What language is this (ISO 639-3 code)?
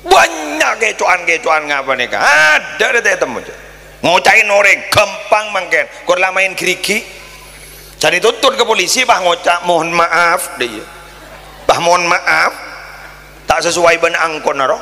mad